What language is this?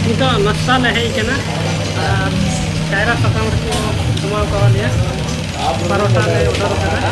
Santali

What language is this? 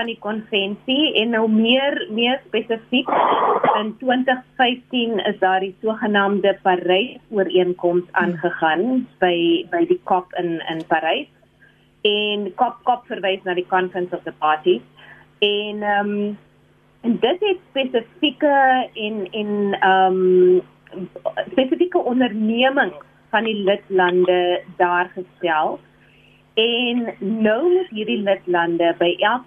Afrikaans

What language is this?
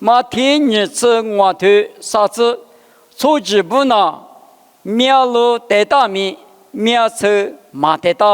Lisu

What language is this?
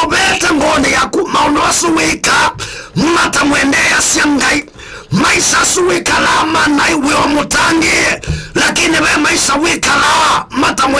Kamba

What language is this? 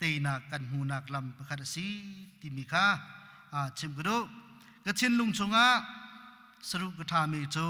Hakha Chin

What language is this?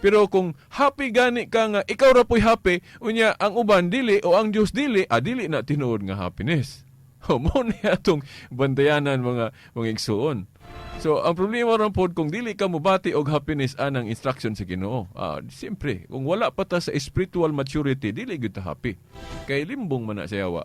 Cebuano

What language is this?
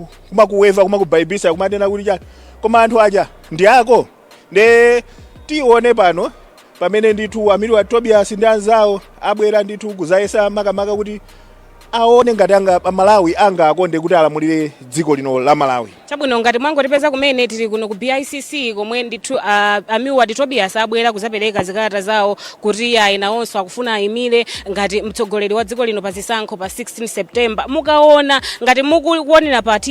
Nyanja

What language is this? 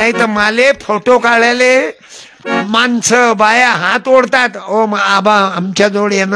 Marathi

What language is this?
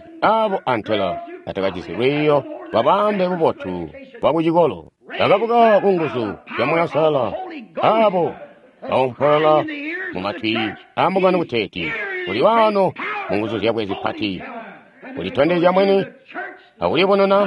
Tonga (Zambia)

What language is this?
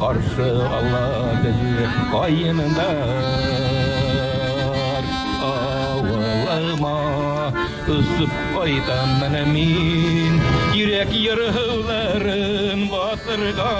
Bashkir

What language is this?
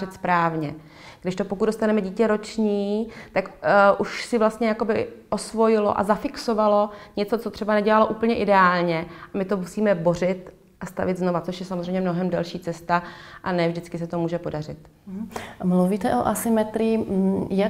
Czech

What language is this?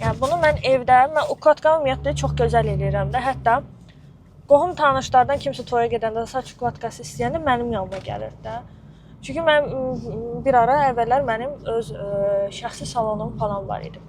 Azerbaijani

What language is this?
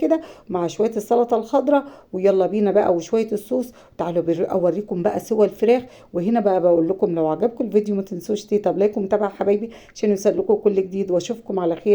Egyptian Arabic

